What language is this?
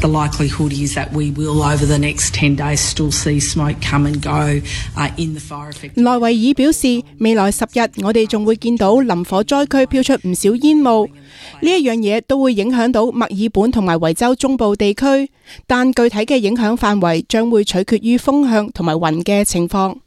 Cantonese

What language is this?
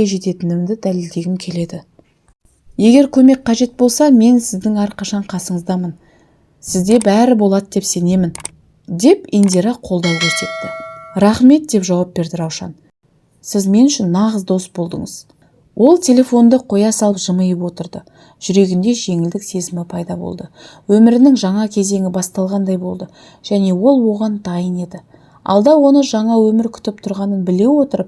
Kazakh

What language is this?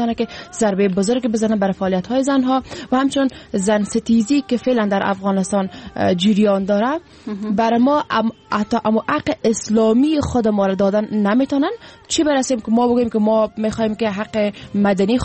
Persian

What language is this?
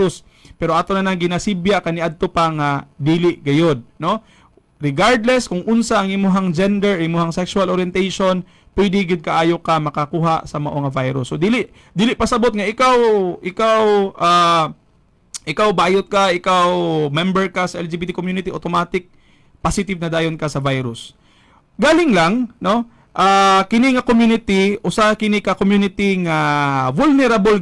Cebuano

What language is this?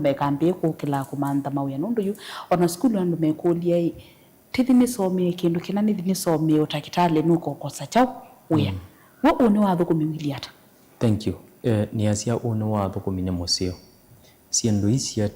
Kamba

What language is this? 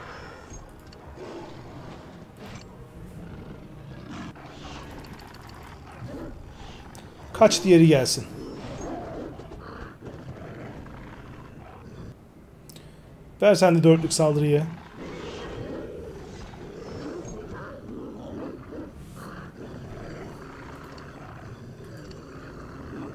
Turkish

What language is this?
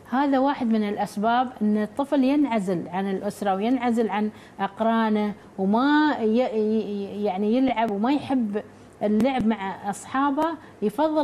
Arabic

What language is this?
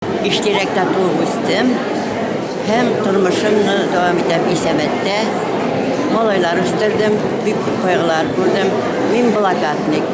Tatar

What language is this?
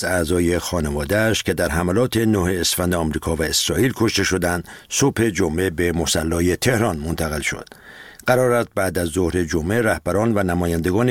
Persian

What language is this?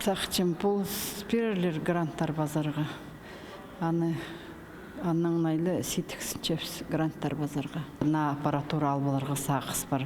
Khakas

